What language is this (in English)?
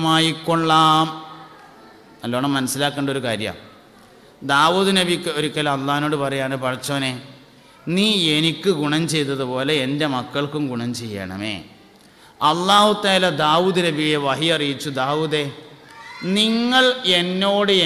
Malayalam